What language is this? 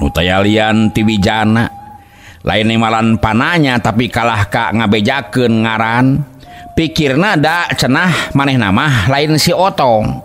Sundanese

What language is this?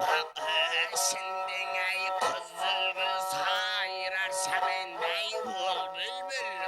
Kara-Kalpak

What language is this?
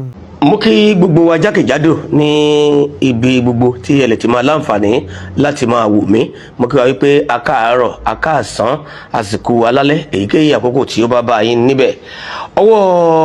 Yoruba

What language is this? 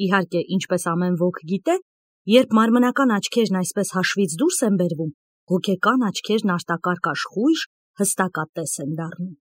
Armenian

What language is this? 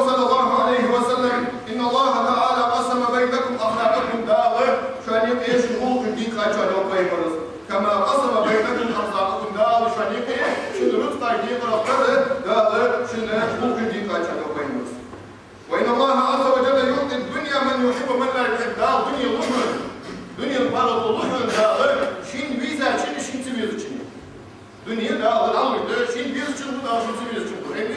Ingush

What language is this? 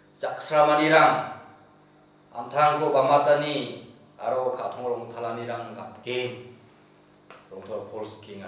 Garo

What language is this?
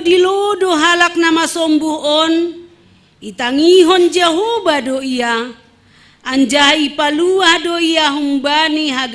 Batak Simalungun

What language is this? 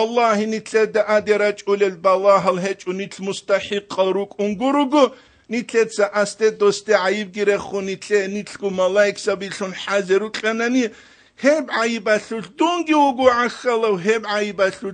Avaric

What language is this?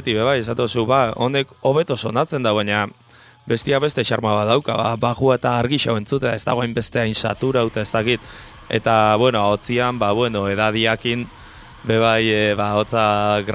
Basque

